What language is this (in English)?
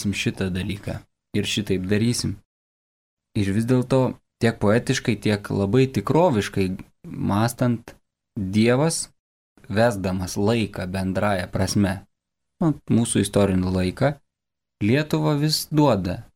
Lithuanian